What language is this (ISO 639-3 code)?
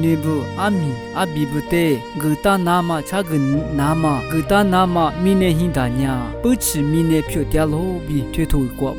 lis